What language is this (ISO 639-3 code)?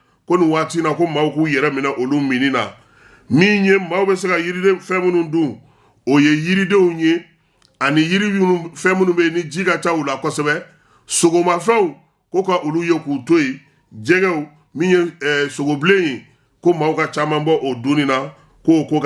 bam